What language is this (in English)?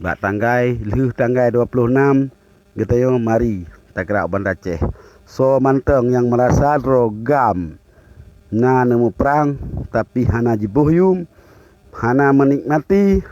Achinese